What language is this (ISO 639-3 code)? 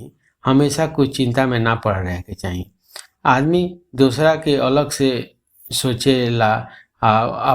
bho